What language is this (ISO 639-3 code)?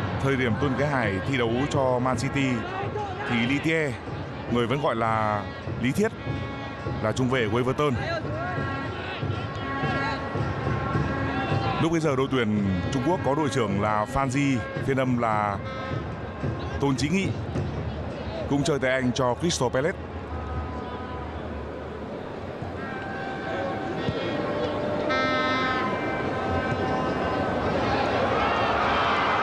vie